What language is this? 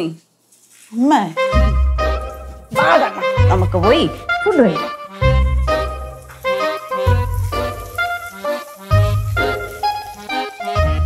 Malayalam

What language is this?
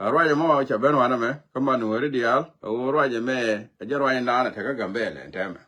Nuer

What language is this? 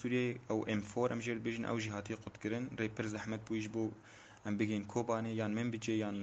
Kurdish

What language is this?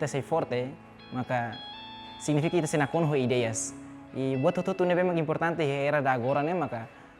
Tetum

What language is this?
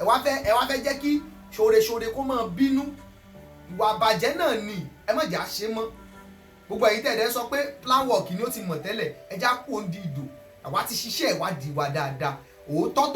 Yoruba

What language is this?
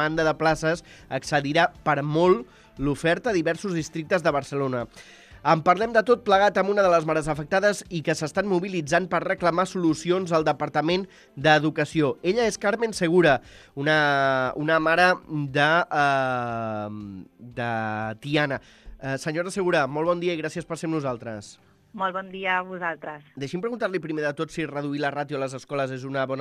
Catalan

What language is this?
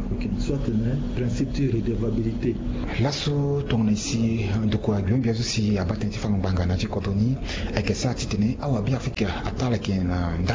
Sango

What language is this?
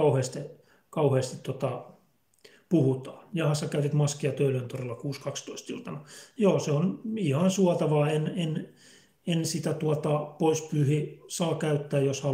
Finnish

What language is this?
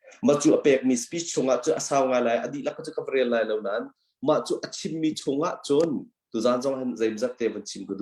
Hakha Chin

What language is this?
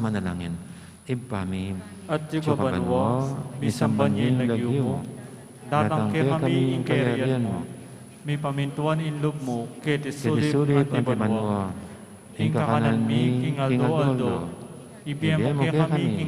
Pampanga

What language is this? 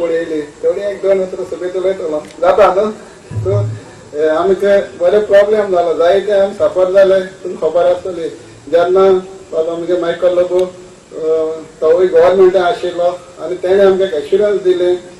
Konkani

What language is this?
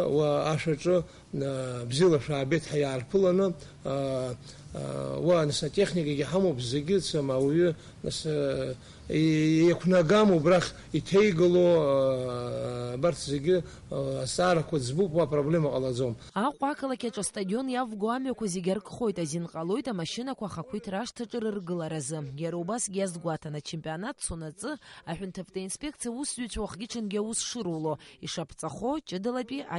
Abkhazian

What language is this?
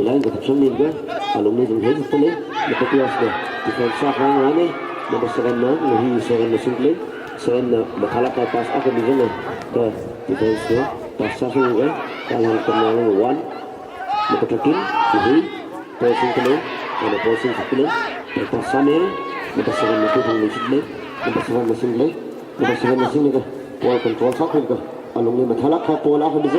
Tangkhul Naga (India)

